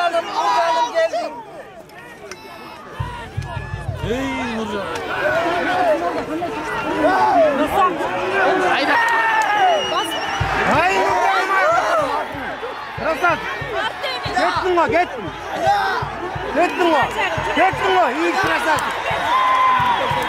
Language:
Kyrgyz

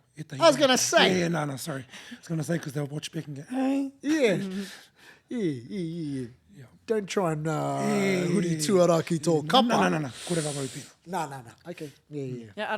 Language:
Māori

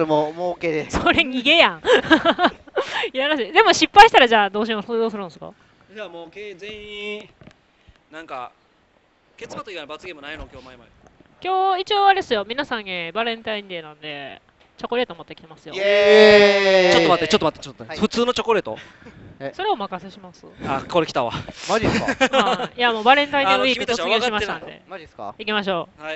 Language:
Japanese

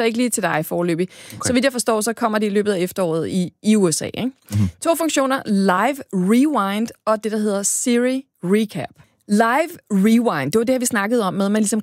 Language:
Danish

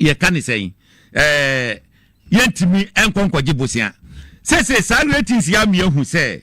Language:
Akan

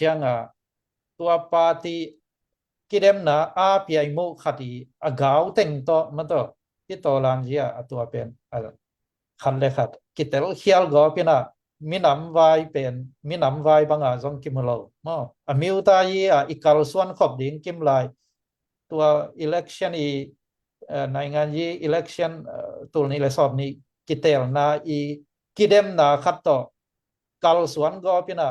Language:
Tedim Chin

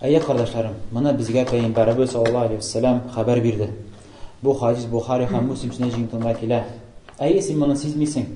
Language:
Tatar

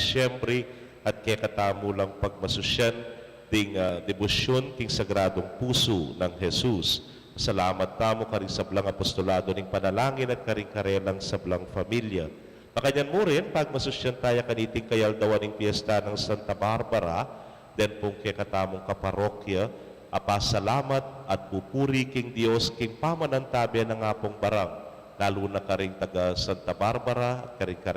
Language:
Pampanga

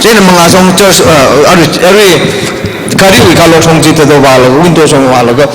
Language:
Tangkhul Naga (India)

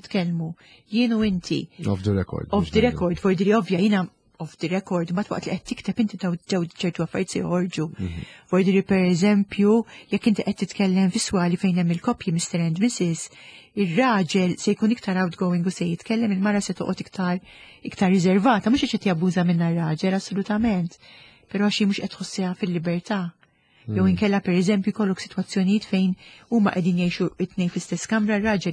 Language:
Maltese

